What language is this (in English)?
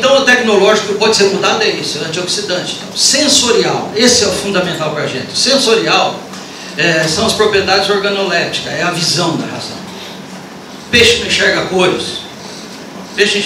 Portuguese